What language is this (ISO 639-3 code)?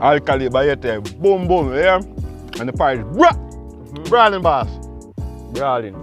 jam